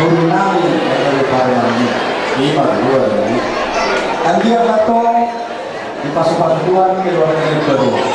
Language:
Batak Toba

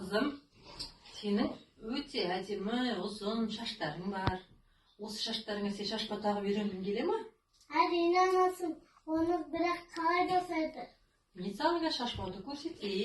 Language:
Kazakh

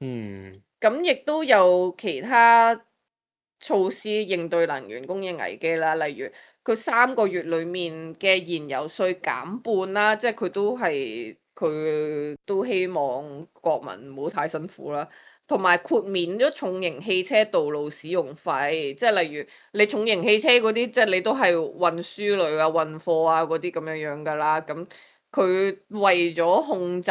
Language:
Cantonese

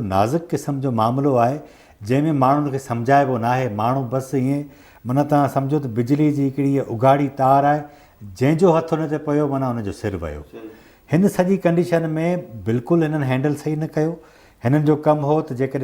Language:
Sindhi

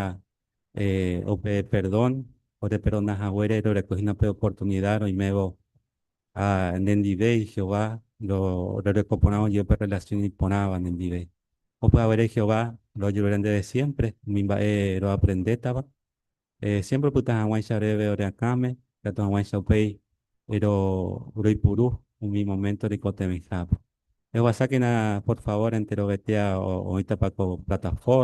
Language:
Guarani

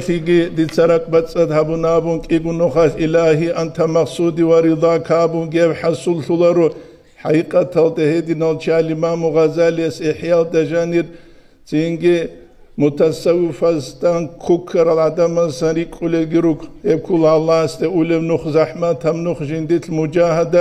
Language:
Avaric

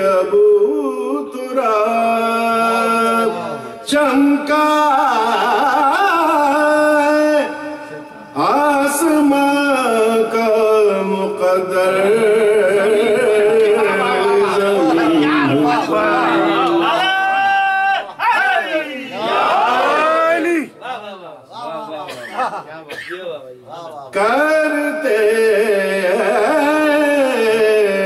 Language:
Urdu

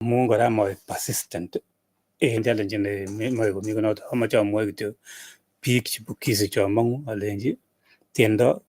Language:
Kalenjin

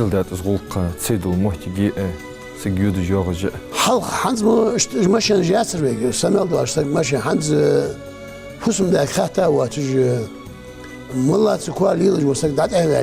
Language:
Ingush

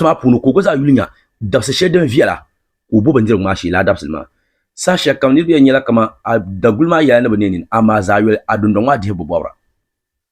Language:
Dagbani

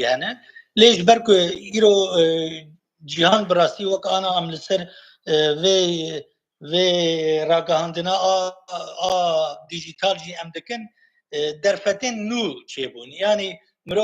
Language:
Kurdish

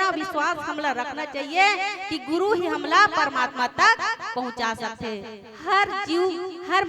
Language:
Chhattisgarhi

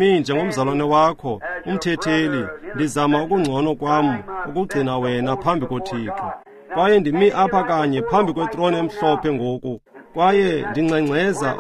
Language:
Xhosa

